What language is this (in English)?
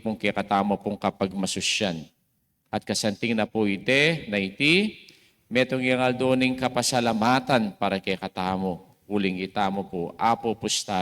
Pampanga